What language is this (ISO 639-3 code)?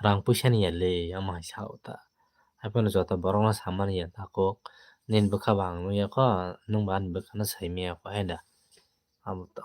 trp